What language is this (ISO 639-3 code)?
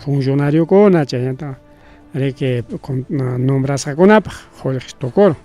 quy